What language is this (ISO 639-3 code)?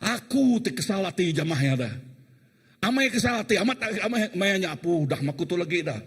iba